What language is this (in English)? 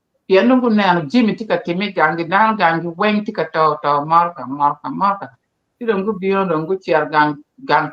Acoli